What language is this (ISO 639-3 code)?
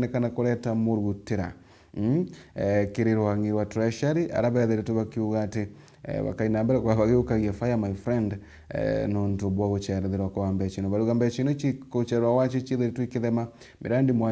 mer